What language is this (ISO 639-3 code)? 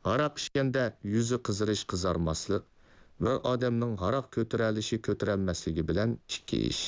uig